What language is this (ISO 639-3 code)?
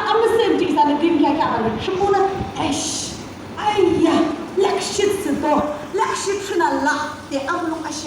yim